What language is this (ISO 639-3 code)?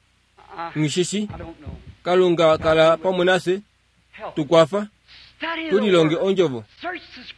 kua